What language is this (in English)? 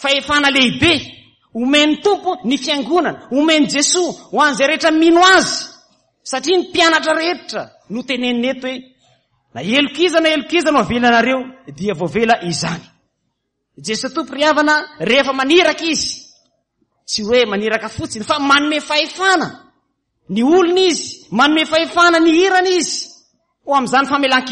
Malagasy